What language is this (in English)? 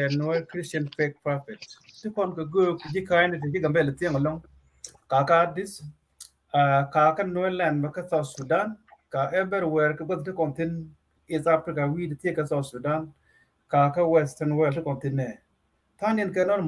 Nuer